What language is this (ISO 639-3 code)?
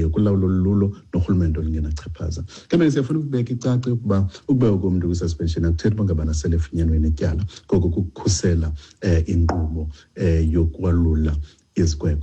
xho